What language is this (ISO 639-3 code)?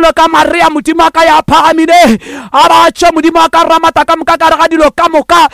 nso